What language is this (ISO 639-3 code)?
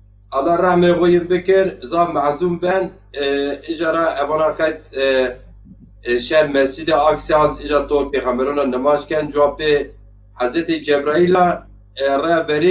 zza